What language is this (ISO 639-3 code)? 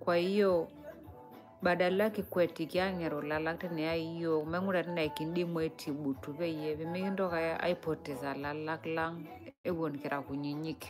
mas